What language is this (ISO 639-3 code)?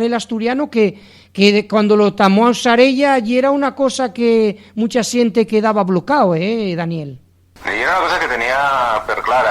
ast